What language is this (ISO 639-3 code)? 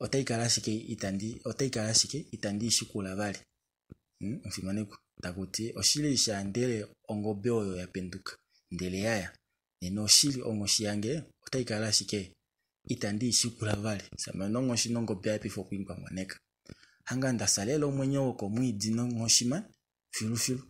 kua